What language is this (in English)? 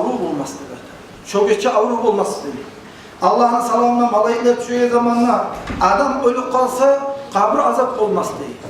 Kumyk